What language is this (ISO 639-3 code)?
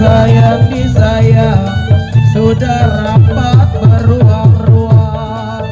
bew